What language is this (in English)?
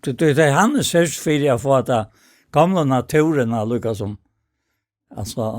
Faroese